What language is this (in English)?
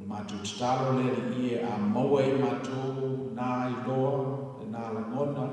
Samoan